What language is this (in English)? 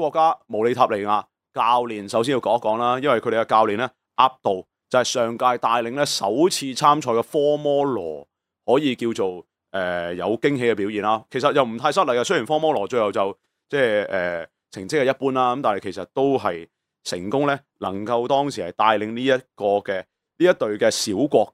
Cantonese